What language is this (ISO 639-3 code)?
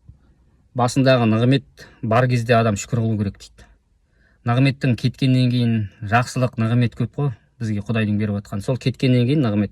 kaz